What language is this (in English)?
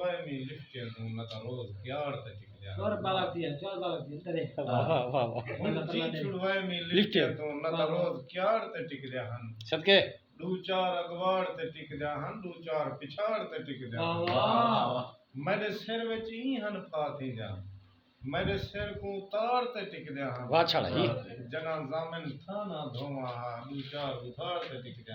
Saraiki